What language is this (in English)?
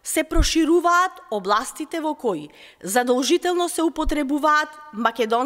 Macedonian